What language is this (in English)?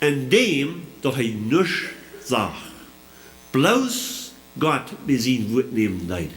Plautdietsch